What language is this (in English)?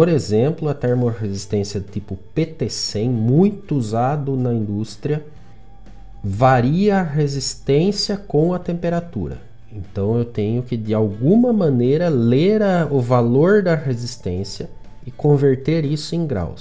Portuguese